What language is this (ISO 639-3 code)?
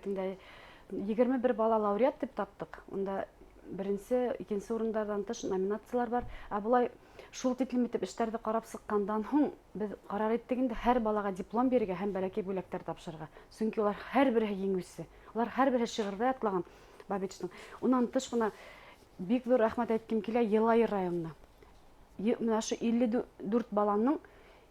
bak